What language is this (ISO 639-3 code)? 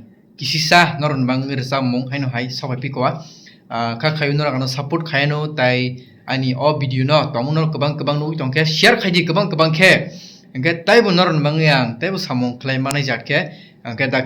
trp